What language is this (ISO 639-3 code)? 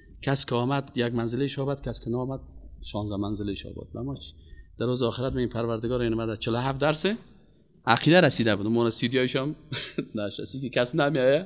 fas